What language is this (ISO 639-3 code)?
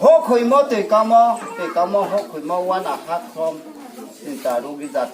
ria